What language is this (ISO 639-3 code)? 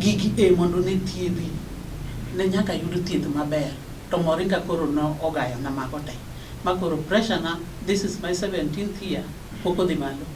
luo